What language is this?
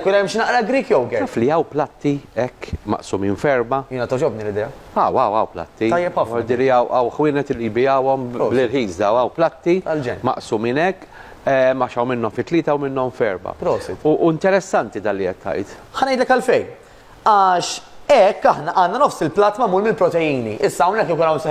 Maltese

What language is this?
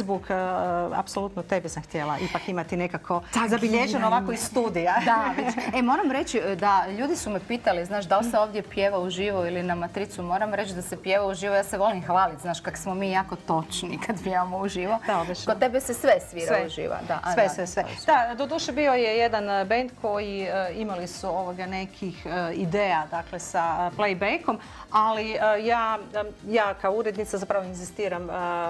Croatian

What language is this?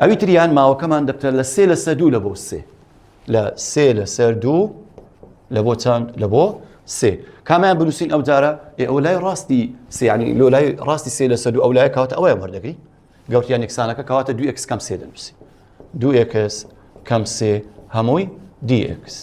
Central Kurdish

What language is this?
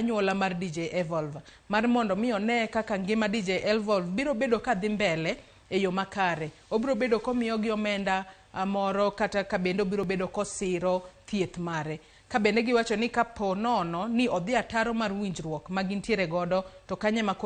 Luo (Kenya and Tanzania)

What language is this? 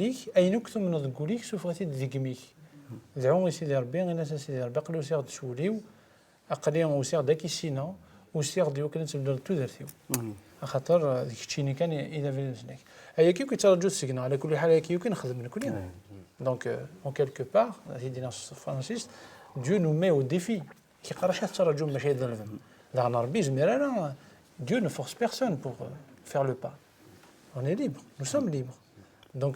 Kabyle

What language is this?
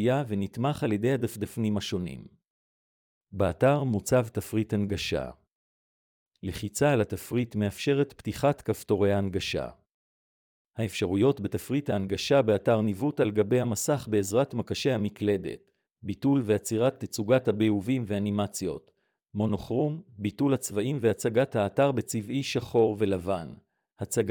Hebrew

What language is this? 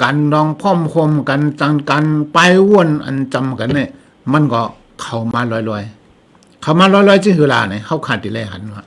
Shan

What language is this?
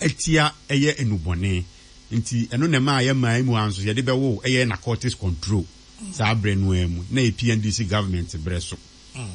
Akan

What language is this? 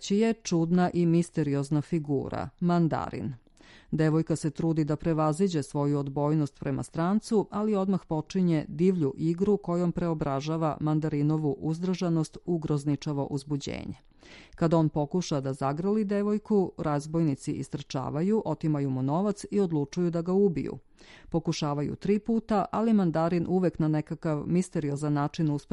Serbian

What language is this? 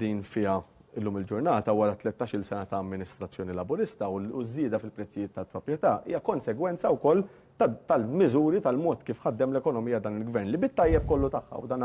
Maltese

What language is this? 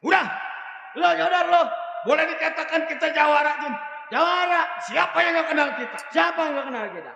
Betawi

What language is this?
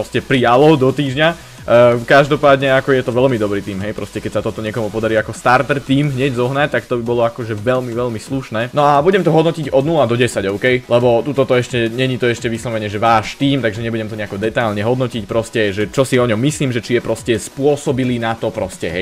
Slovak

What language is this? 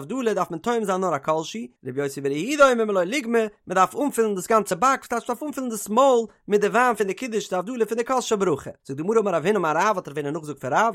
Yiddish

